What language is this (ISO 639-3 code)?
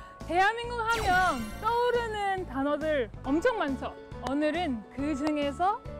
kor